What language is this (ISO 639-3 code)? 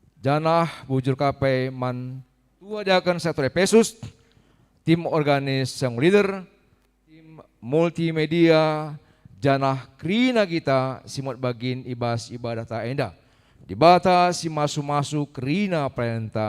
btx